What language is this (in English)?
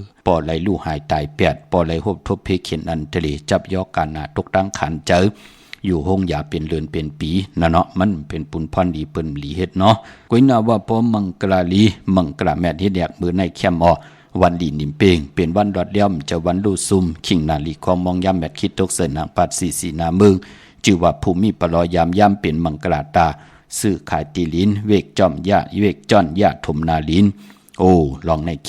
Shan